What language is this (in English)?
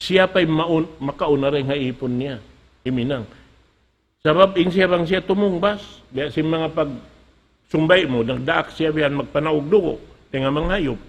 Tausug